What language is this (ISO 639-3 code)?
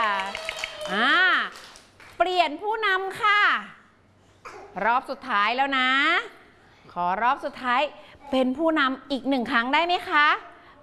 tha